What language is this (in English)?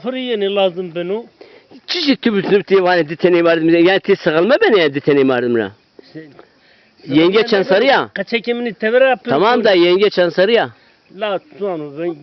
Zaza